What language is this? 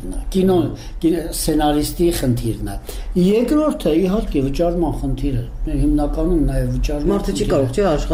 Armenian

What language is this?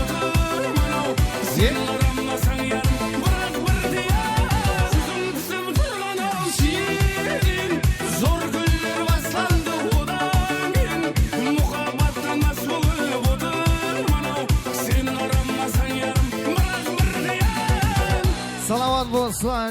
Kara-Kalpak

